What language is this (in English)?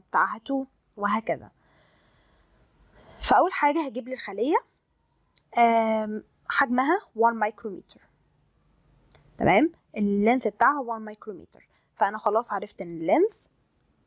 Egyptian Arabic